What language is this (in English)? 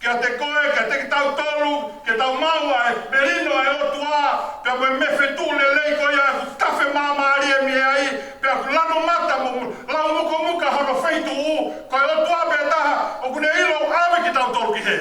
Tongan